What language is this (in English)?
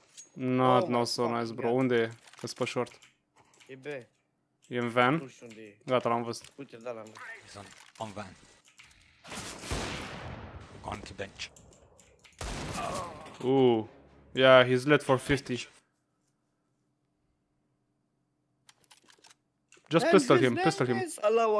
Romanian